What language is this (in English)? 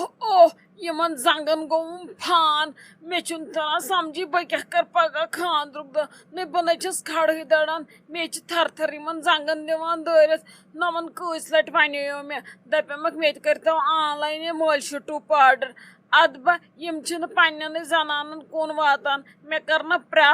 Kashmiri